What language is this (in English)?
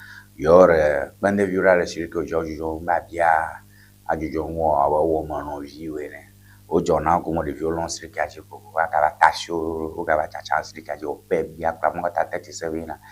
Ewe